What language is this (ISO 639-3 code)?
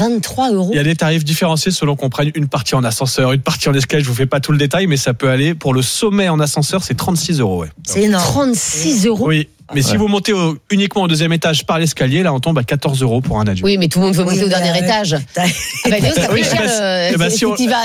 fra